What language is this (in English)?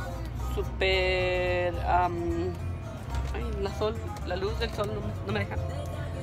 Spanish